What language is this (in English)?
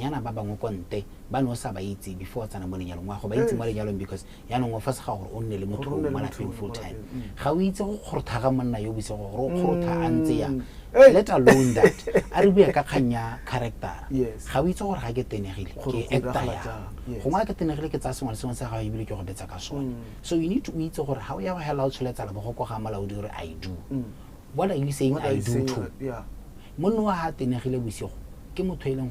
Tswana